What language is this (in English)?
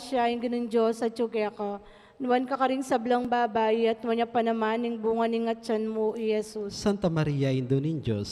Pampanga